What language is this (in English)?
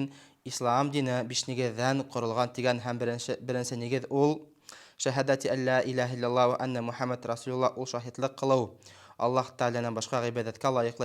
Bashkir